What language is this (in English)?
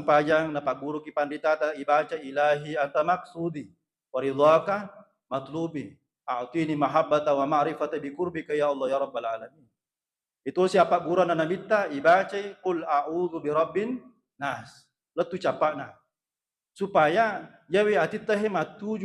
Buginese